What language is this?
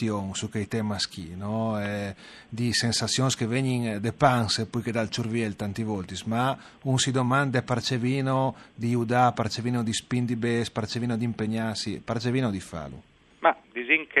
Friulian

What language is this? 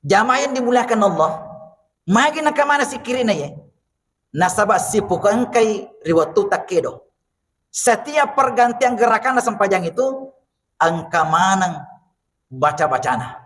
Buginese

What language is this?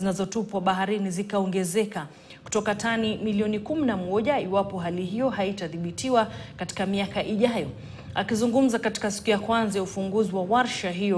Swahili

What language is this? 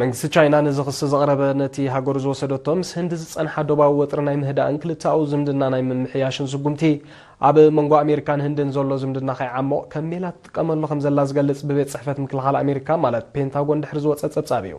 Tigrinya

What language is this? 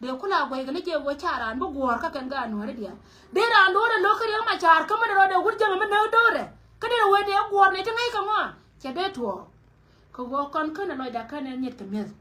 Nuer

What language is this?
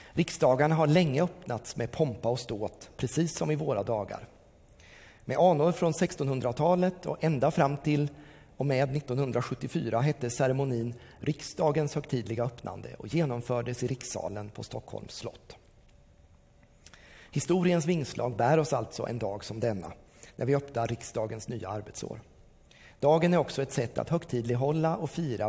Swedish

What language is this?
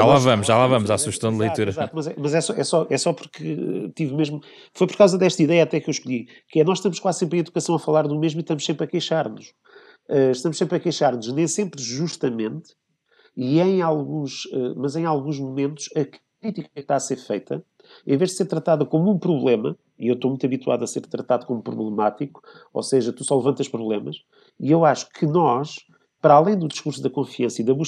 Portuguese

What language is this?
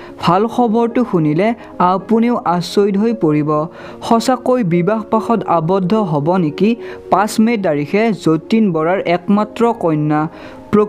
Assamese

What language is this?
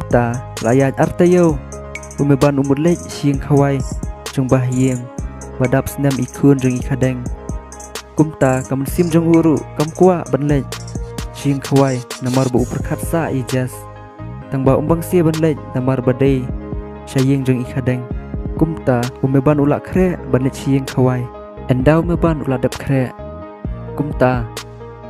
Khasi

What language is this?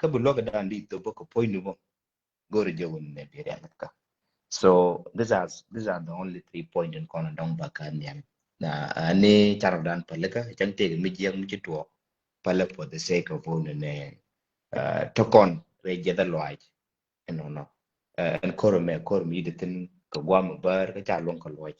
Nuer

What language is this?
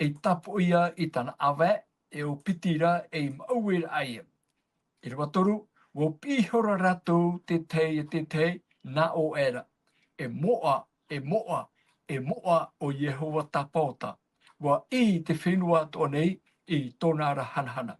Tahitian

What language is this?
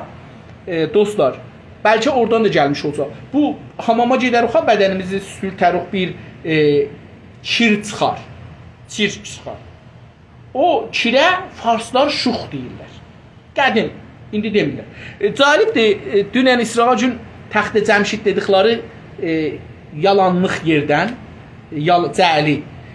South Azerbaijani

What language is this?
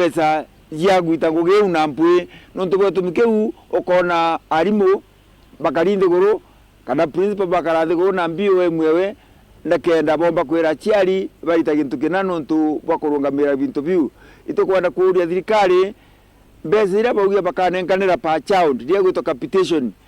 Meru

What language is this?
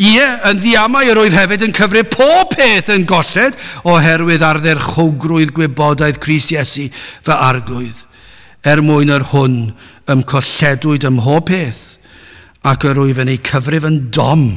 Welsh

